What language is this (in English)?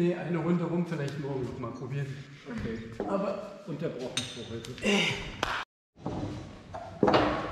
German